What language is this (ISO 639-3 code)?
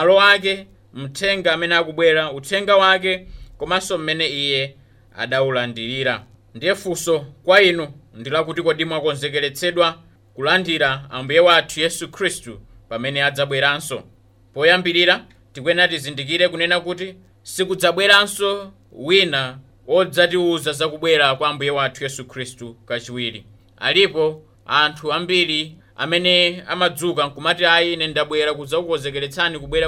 nya